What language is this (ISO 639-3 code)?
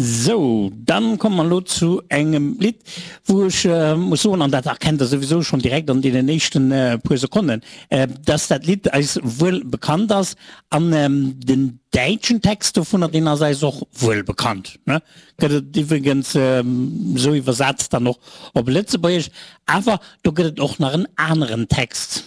ltz